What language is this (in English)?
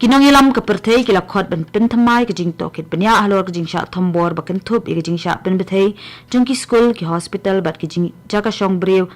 Khasi